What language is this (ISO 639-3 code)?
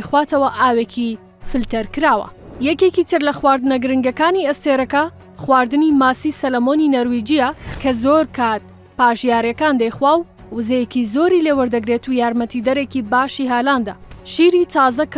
ckb